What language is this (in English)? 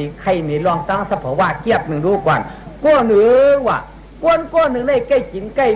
Shan